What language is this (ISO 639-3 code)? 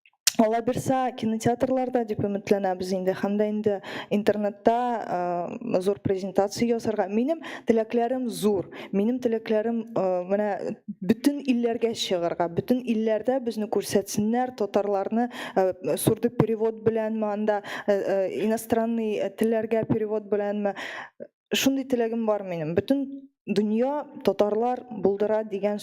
tat